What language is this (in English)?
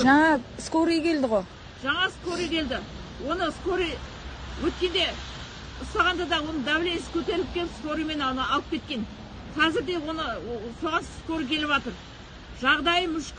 Kazakh